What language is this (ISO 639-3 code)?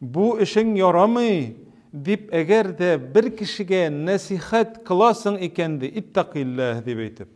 tat